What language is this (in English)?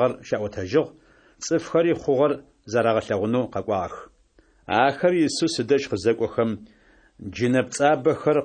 Adyghe